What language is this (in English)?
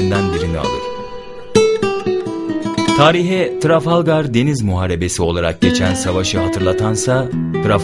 Turkish